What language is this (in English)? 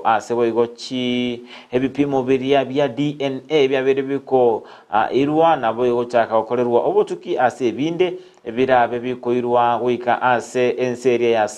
Gusii